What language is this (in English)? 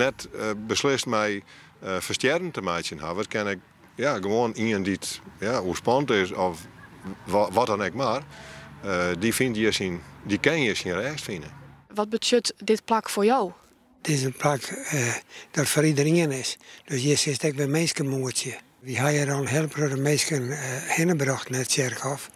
Western Frisian